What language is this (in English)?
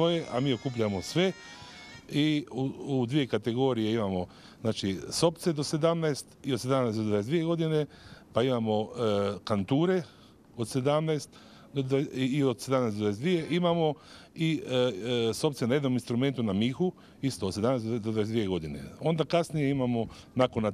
Croatian